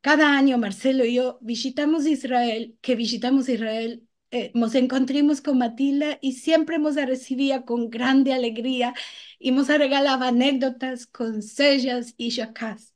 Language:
Ladino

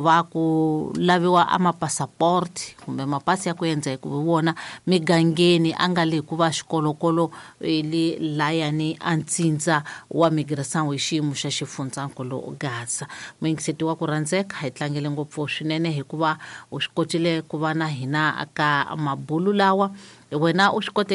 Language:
Tsonga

